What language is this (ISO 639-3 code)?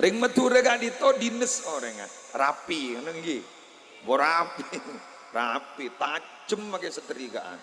mad